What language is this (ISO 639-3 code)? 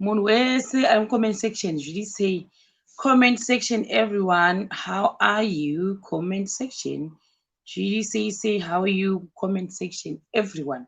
sna